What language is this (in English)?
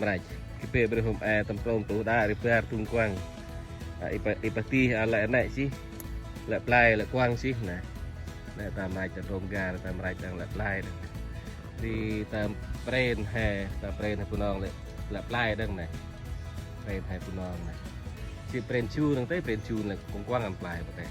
Central Mnong